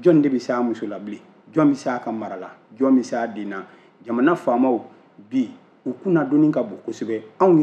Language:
Bambara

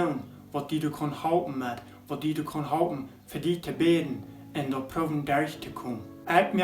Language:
Plautdietsch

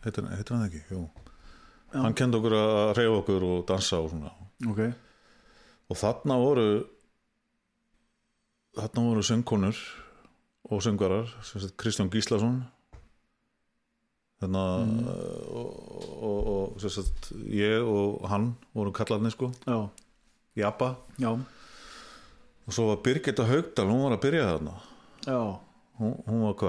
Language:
Icelandic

